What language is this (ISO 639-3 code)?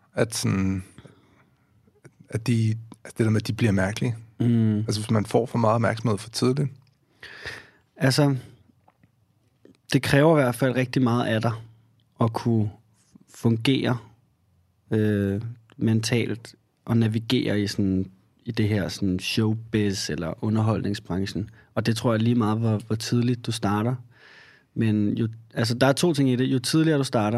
dan